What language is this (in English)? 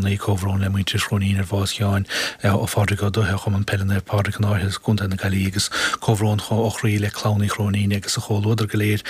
Irish